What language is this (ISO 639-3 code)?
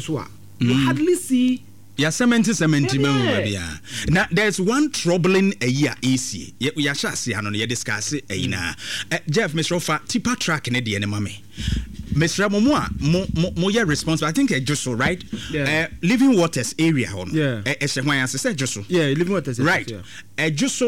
aka